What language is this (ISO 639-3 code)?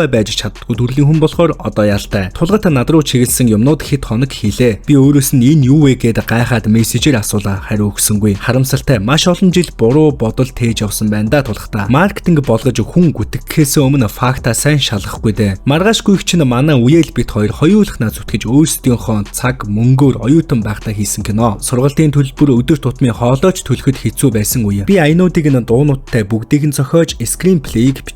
mon